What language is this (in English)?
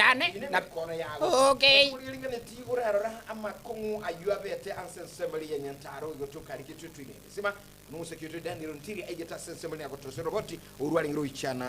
Gusii